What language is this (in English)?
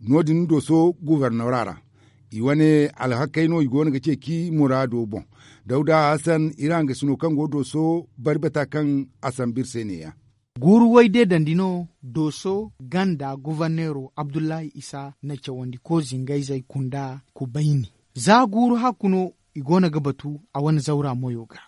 Zarma